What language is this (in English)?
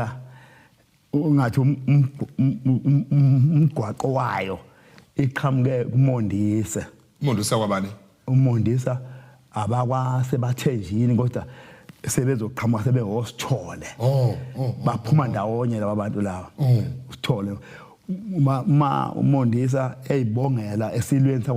Zulu